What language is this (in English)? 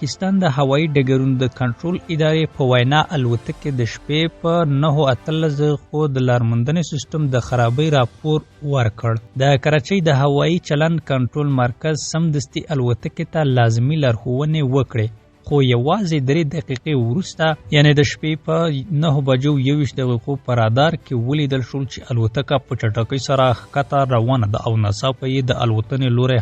Pashto